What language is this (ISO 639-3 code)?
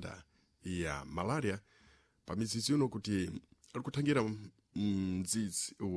seh